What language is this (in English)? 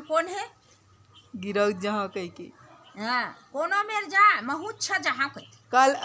Chhattisgarhi